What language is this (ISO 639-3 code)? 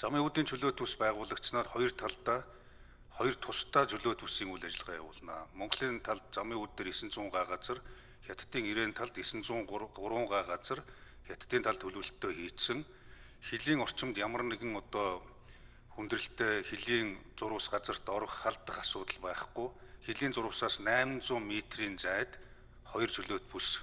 mon